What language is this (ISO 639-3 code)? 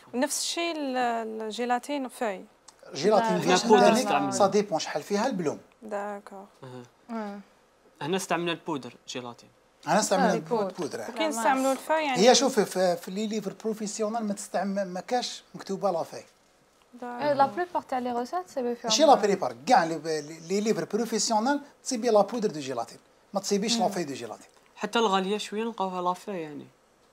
arq